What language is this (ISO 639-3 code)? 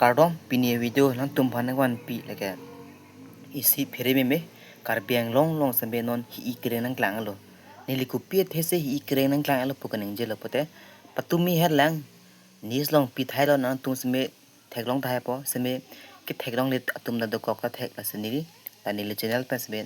mjw